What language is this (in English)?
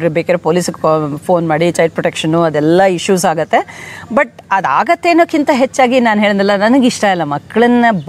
Kannada